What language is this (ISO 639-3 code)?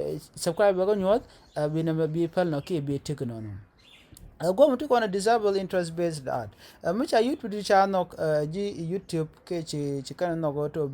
nus